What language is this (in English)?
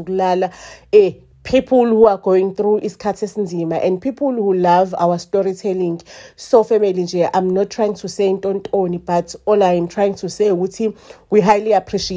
Zulu